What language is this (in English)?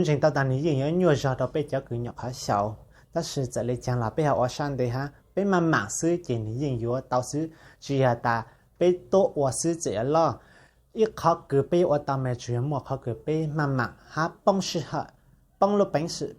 Hmong